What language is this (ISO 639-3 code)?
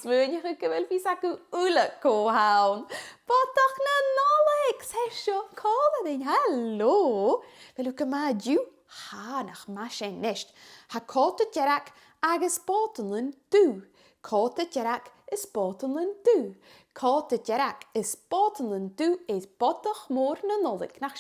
gla